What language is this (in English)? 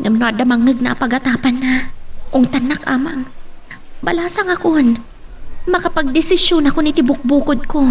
Iloko